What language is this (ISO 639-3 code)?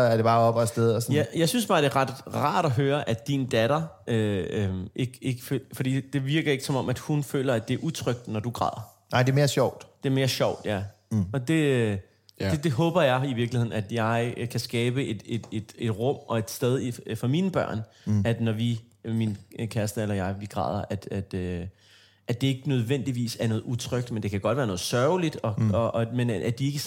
dan